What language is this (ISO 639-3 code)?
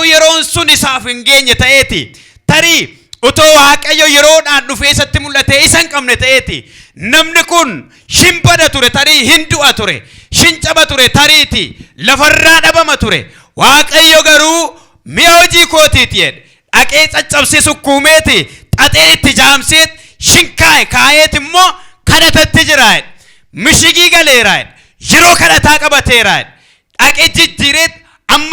orm